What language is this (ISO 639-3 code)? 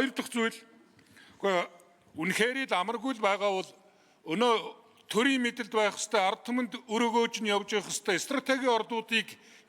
mon